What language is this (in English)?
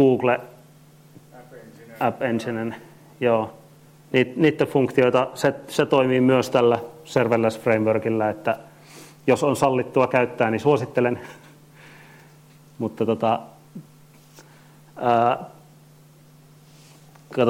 Finnish